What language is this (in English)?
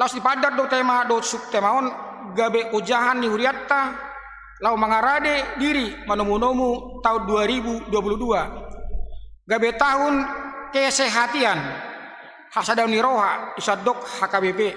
Batak Toba